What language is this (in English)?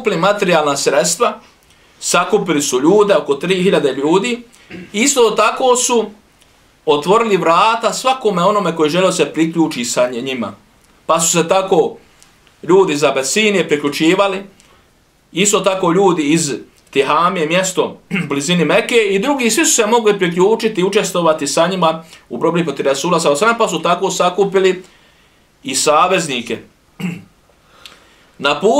Bosnian